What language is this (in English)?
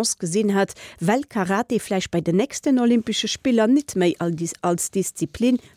Luxembourgish